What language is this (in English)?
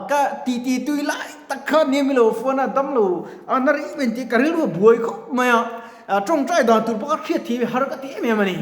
Mizo